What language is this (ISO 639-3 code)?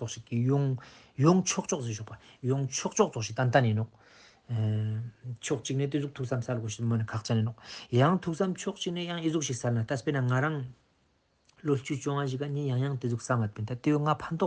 lbj